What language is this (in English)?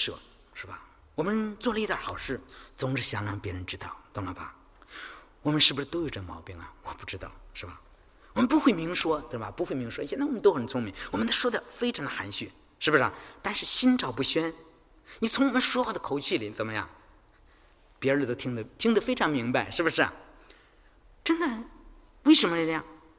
Chinese